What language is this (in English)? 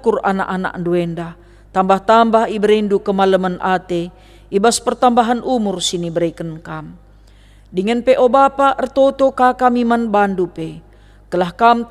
Batak Karo